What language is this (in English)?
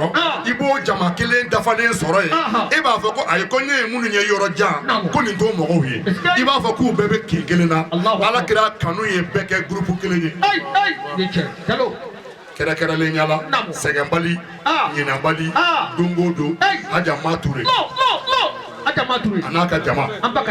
Bambara